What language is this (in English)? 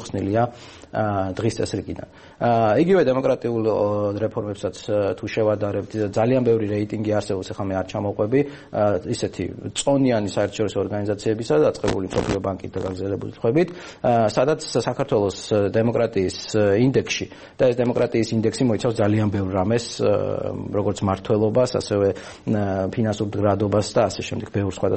Georgian